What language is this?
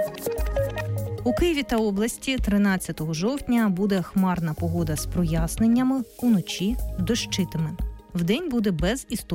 Ukrainian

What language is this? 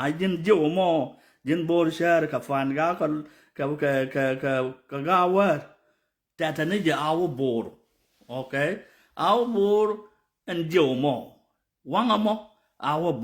Nuer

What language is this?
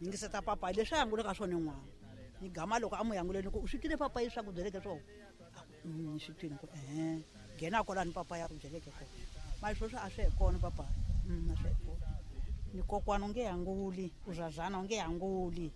Tsonga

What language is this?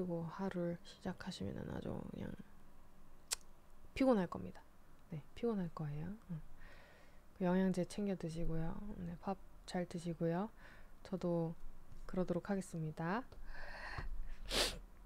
Korean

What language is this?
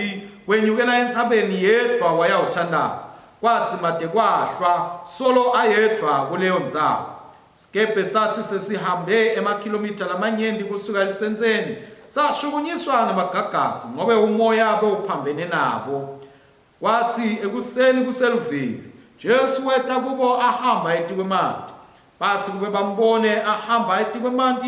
Swati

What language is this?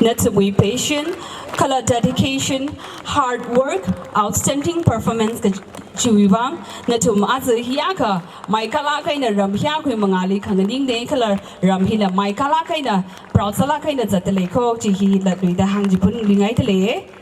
Tangkhul Naga (India)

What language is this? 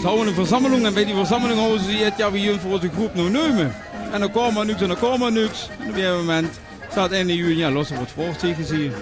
Limburgish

